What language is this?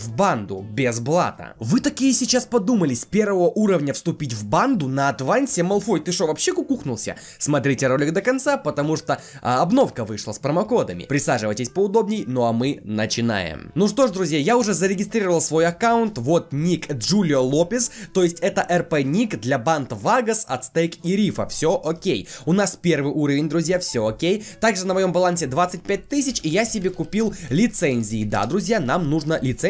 Russian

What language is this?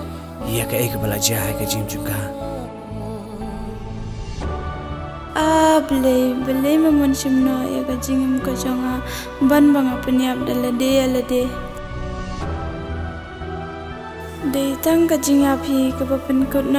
Khasi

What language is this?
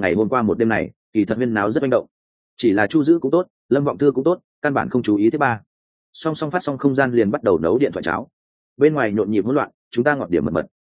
Vietnamese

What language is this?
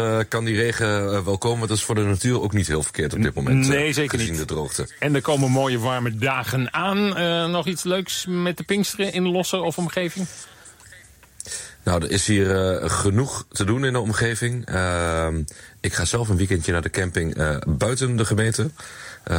Dutch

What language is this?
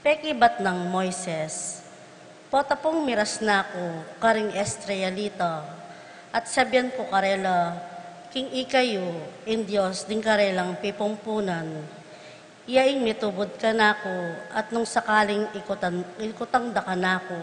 Pampanga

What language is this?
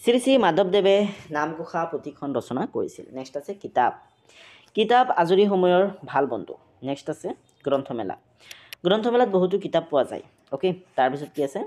Assamese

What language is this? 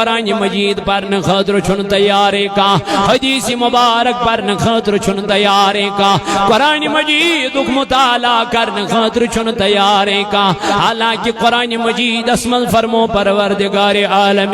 Kashmiri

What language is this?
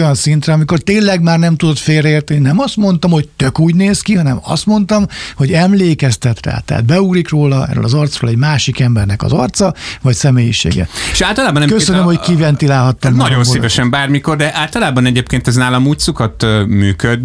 Hungarian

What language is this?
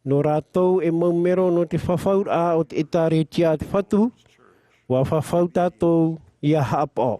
Tahitian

